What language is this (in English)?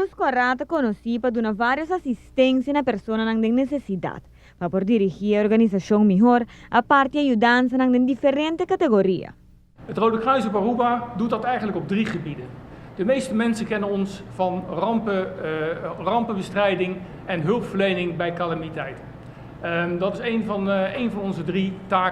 Papiamento